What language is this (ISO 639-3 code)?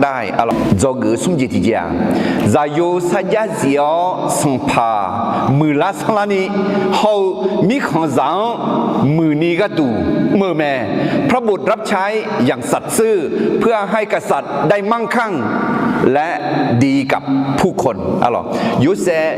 ahk